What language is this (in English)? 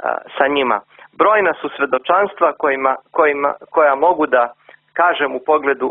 Serbian